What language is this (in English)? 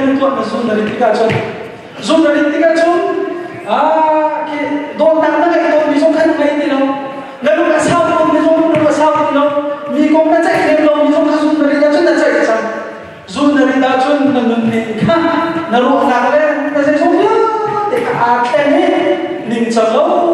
Hakha Chin